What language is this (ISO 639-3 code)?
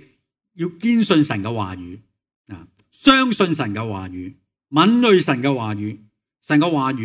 yue